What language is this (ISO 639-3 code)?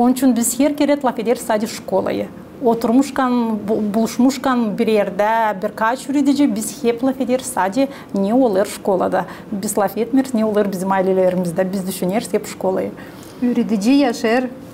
gag